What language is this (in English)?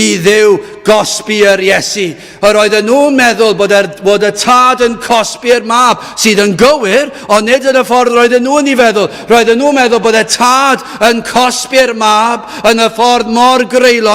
Welsh